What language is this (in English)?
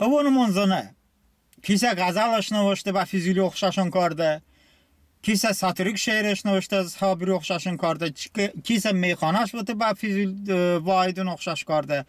Talysh